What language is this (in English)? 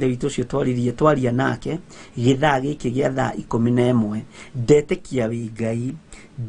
Kikuyu